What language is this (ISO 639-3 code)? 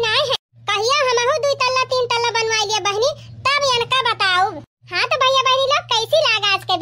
awa